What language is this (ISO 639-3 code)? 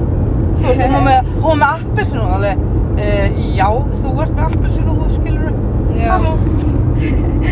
isl